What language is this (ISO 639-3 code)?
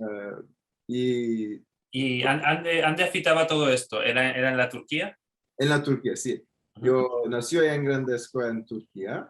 lad